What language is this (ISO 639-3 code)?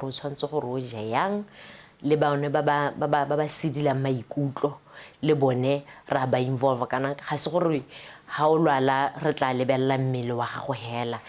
tsn